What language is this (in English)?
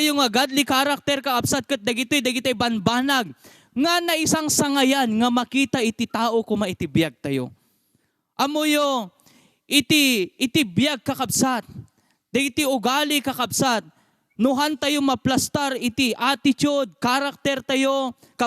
Iloko